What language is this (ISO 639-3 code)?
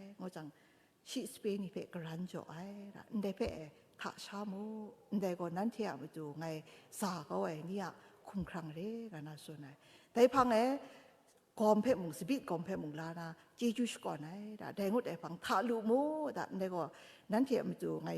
kac